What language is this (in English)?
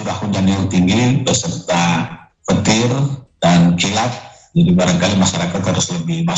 Indonesian